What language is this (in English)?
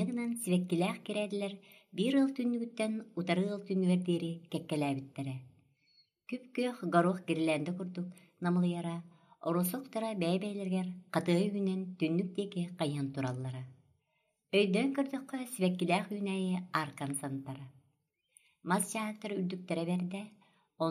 Yakut